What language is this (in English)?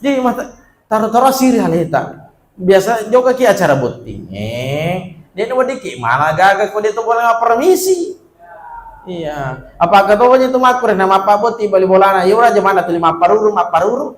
Buginese